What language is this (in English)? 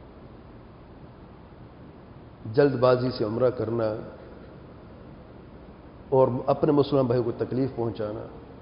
Urdu